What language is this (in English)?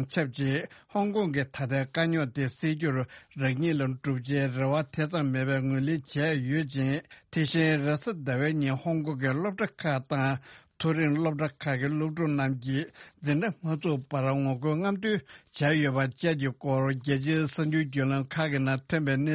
Tibetan